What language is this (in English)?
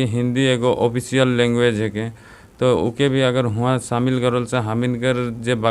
Sadri